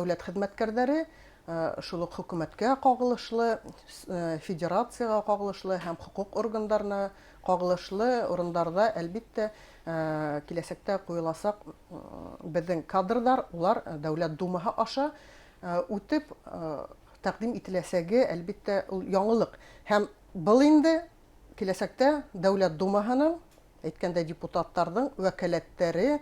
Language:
Bashkir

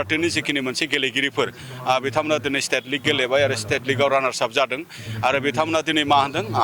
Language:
Bodo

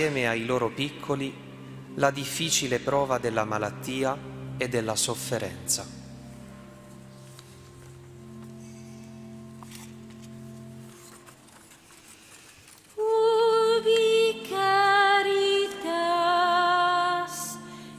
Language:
Italian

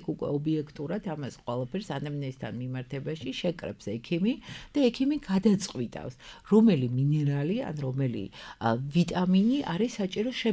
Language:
Georgian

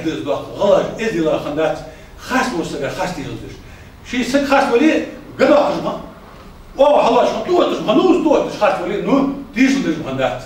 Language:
Ingush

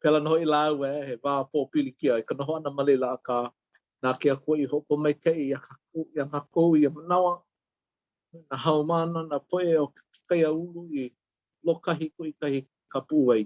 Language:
Hawaiian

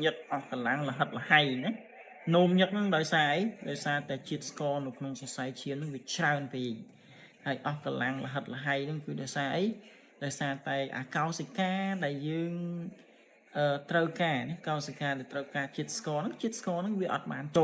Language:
Khmer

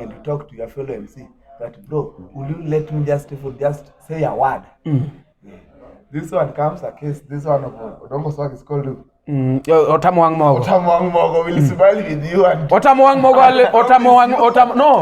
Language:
Luo (Kenya and Tanzania)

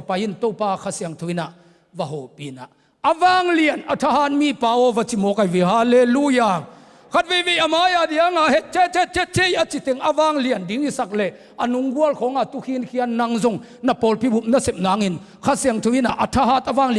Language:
Tedim Chin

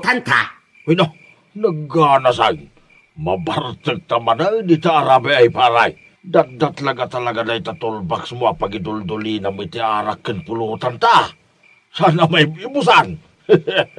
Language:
Iloko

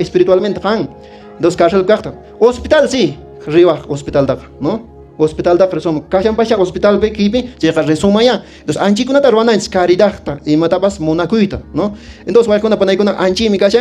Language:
Quechua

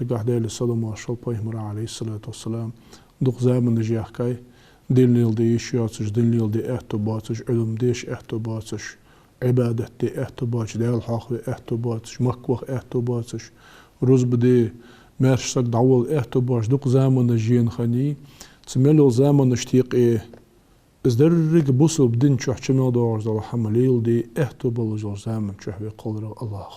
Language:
Ingush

